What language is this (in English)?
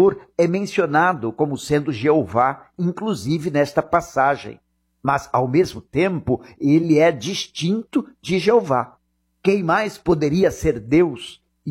Portuguese